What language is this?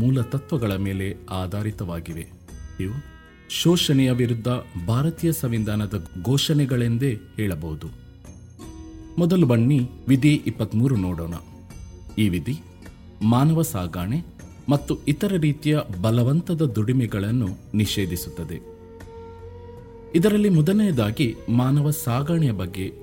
Kannada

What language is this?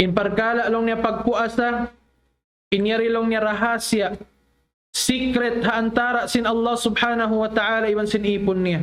Tausug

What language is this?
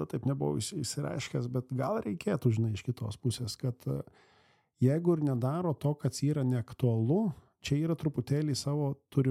Lithuanian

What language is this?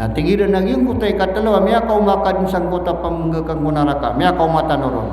Maranao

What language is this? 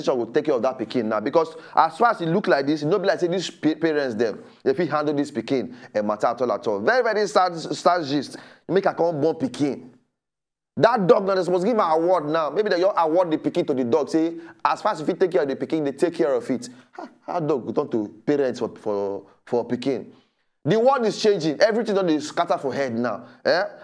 Nigerian Pidgin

